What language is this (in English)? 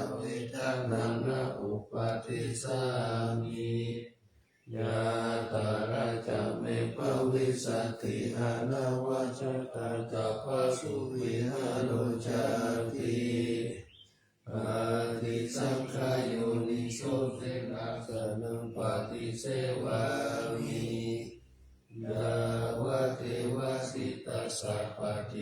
Pali